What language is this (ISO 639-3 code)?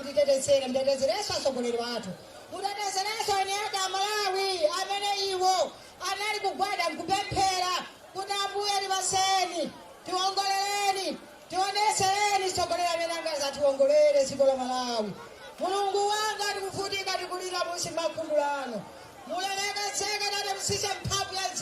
nya